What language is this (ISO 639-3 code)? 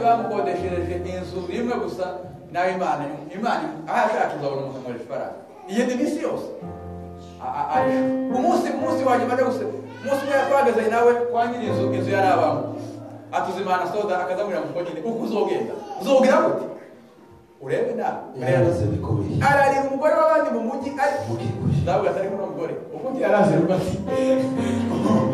kin